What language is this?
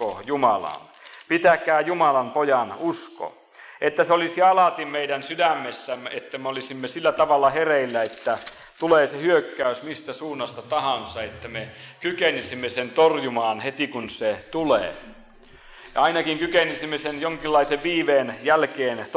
Finnish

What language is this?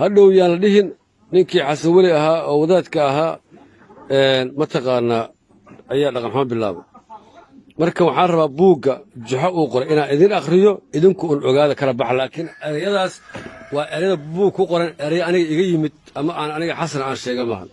Somali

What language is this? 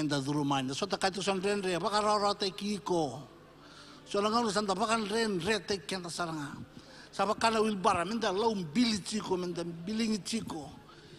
Fijian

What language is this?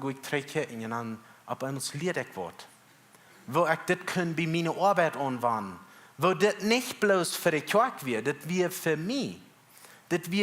Plautdietsch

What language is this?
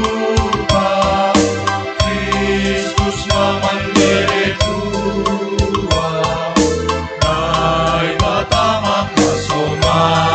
Batak Simalungun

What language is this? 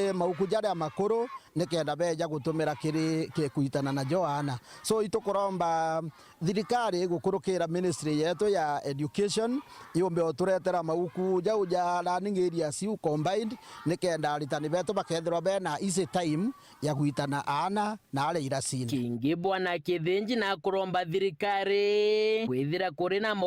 Meru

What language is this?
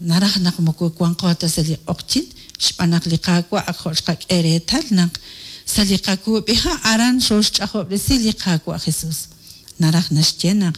Kekchí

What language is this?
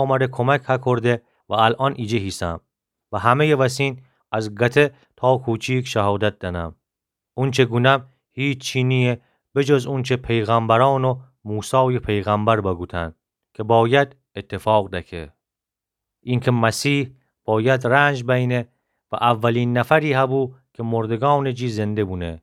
Gilaki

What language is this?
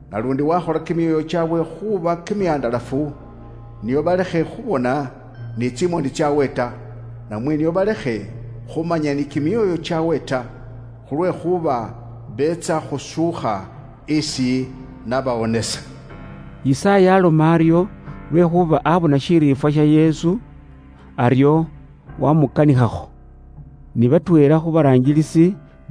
Luyia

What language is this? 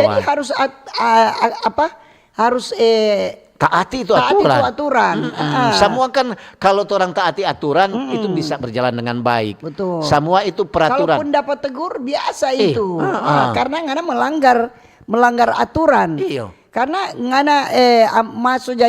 Manado Malay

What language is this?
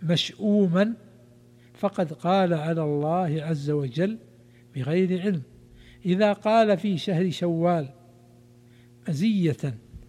Arabic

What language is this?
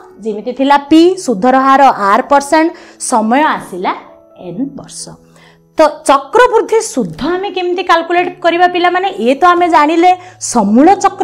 Odia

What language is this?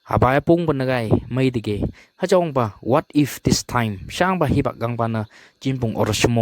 Phom Naga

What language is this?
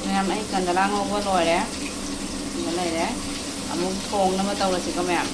Manipuri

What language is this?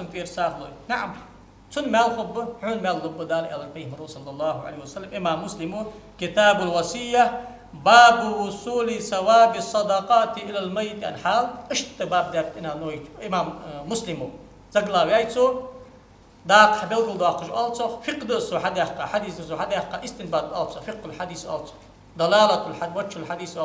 Ingush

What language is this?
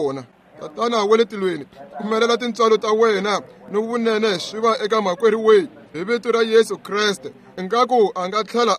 Tsonga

